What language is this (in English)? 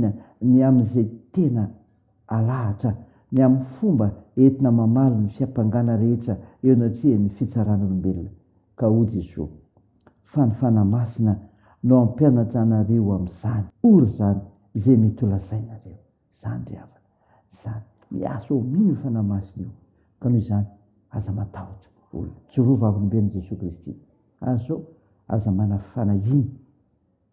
Malagasy